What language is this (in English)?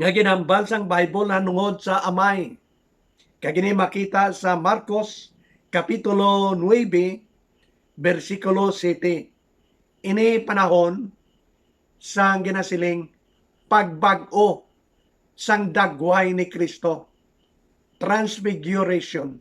Hiligaynon